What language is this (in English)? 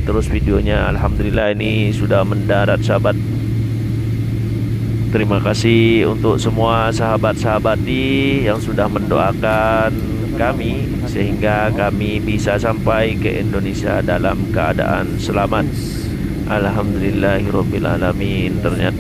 Indonesian